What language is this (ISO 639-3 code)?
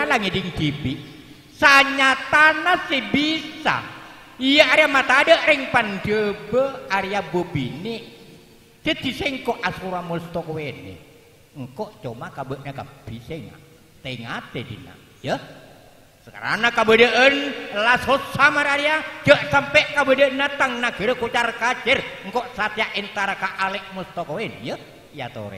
mad